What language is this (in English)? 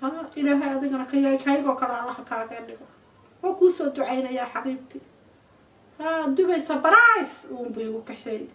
Somali